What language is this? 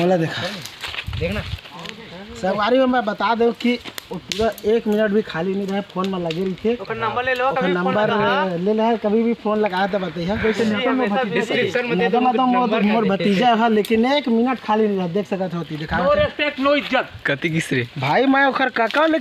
Chhattisgarhi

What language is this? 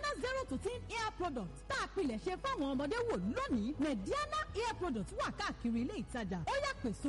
Yoruba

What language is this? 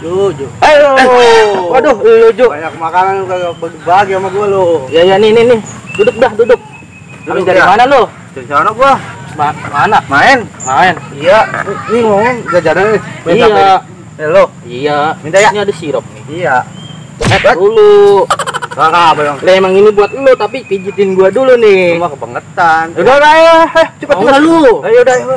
Betawi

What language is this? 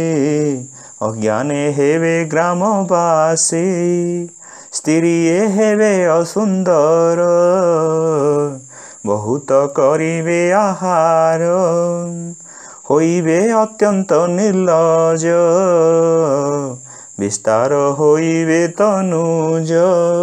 Odia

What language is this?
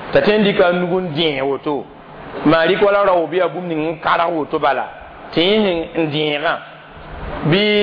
Mossi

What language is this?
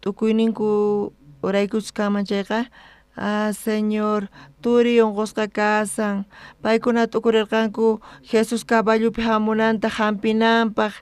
South Bolivian Quechua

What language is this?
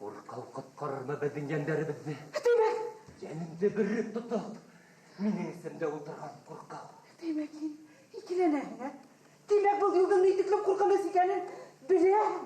Bashkir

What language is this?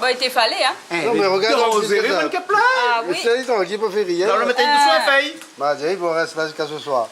Réunion Creole French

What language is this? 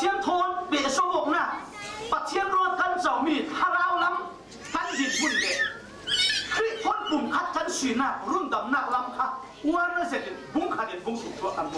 Falam Chin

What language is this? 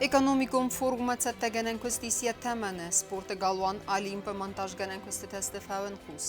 Ossetic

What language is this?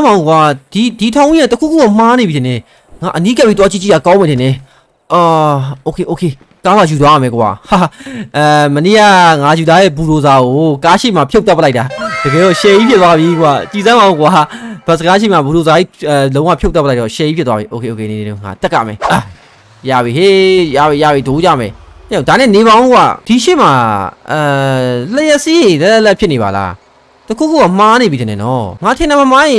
Burmese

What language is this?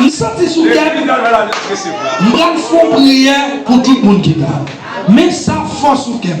Haitian Creole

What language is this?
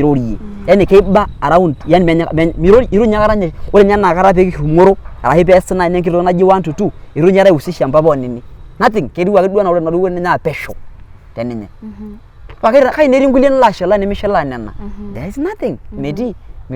Masai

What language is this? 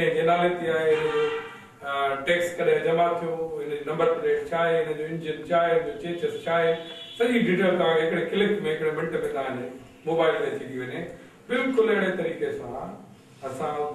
Sindhi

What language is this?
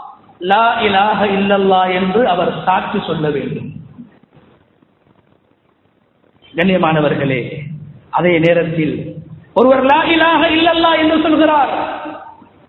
Tamil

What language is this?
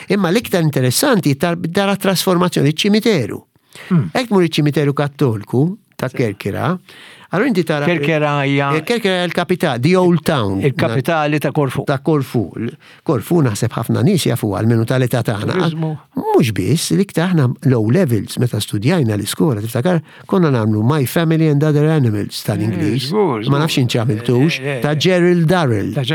Maltese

